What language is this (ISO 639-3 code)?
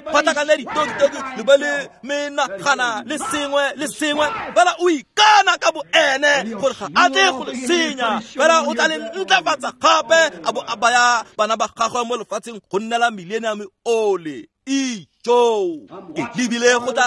tsn